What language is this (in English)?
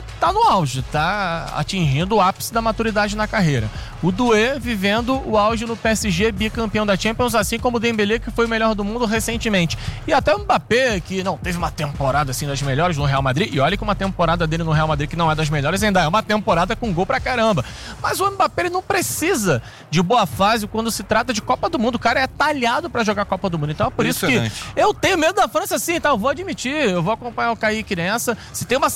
Portuguese